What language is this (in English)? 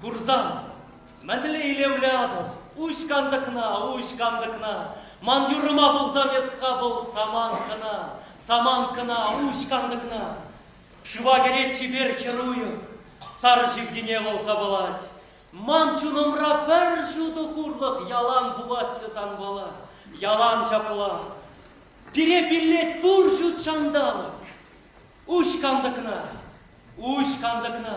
Chuvash